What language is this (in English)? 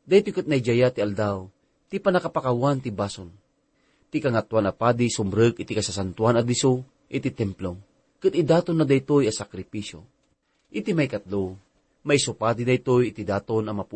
Iloko